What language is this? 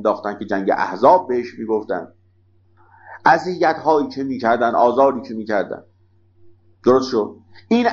Persian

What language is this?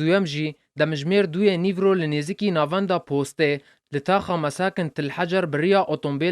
Kurdish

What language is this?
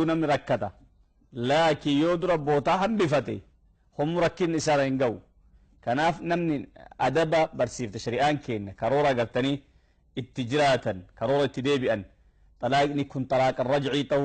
Oromo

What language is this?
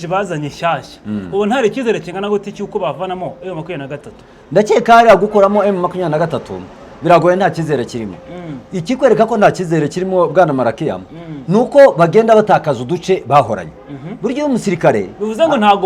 Kinyarwanda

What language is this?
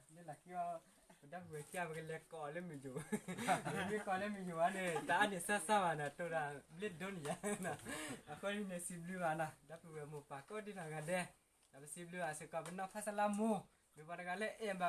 S'gaw Karen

